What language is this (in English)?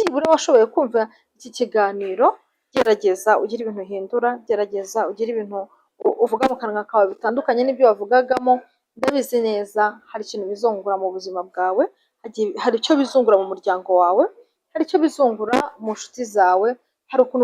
Kinyarwanda